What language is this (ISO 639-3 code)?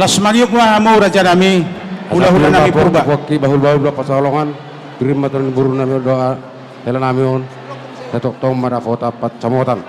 bbc